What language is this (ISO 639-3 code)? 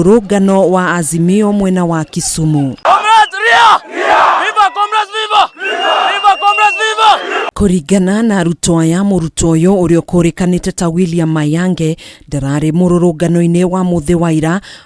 kik